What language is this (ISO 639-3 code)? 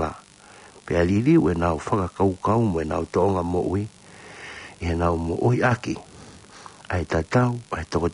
ton